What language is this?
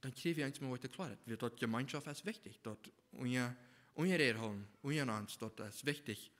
Plautdietsch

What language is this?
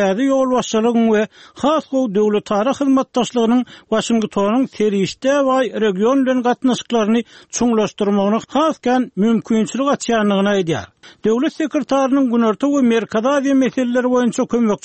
Turkmen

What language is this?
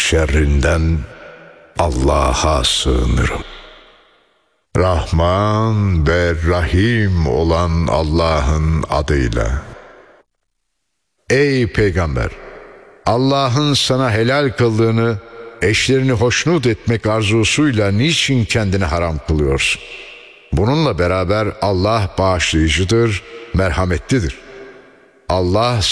Turkish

